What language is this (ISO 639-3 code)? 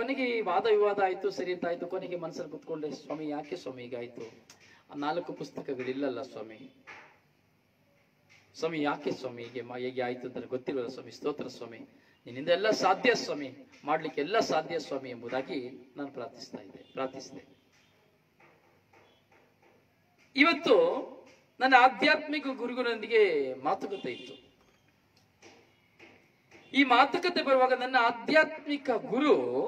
kan